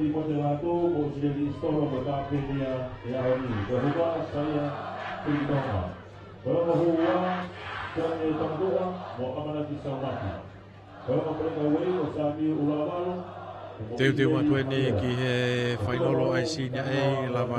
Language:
Tongan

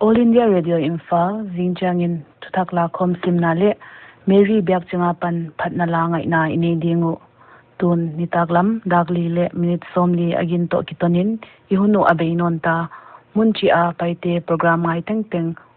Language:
Paite Chin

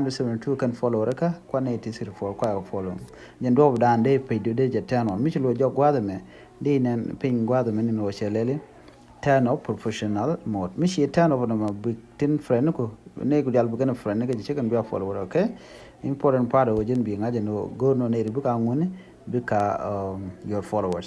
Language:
Nuer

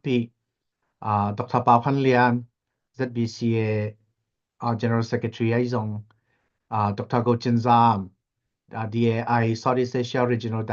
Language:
Tedim Chin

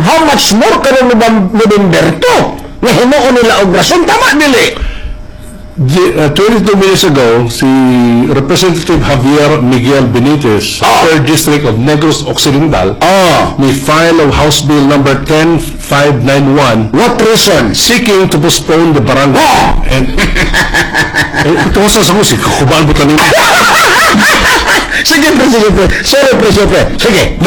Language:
Cebuano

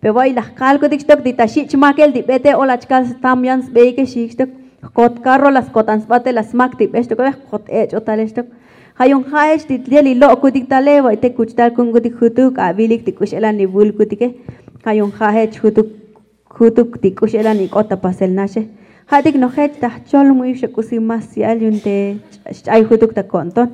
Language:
Tzotzil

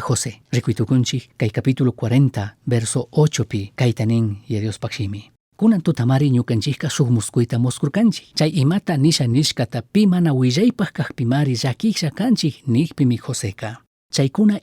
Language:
Chimborazo Highland Quichua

